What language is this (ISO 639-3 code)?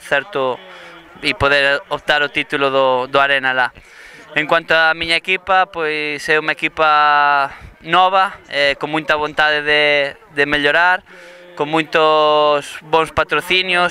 glg